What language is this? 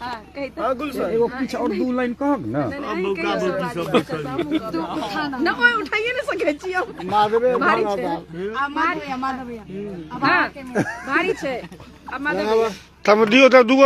Maithili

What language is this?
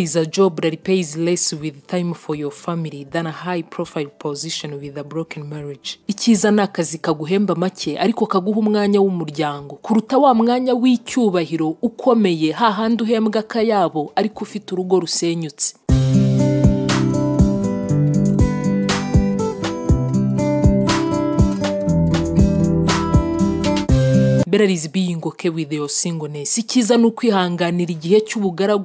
Kinyarwanda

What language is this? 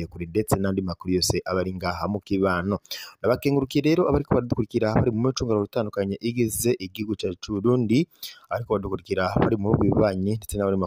Rundi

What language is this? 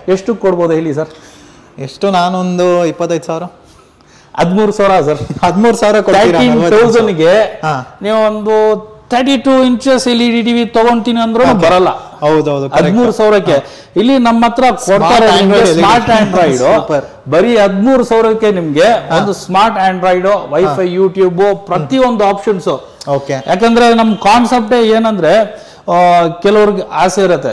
Kannada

